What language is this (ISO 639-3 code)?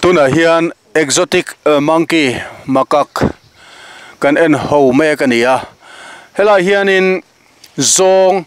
lus